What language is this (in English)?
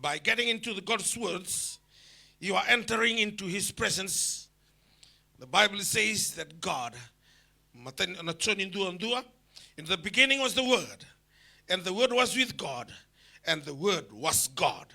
Fijian